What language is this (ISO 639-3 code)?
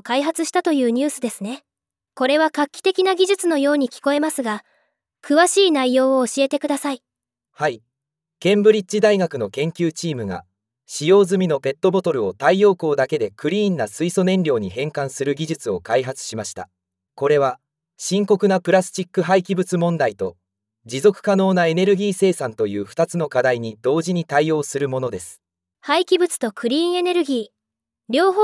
jpn